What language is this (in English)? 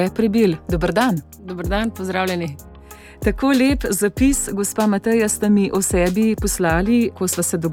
Slovenian